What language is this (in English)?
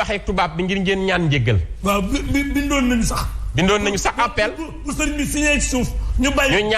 Wolof